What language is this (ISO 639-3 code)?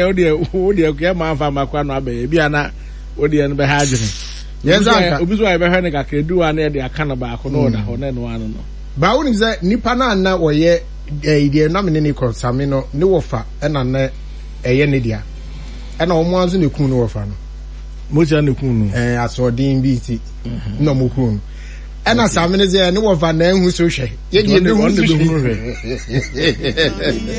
aka